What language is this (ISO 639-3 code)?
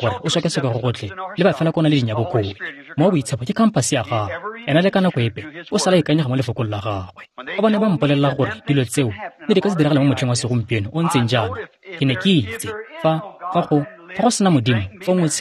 tsn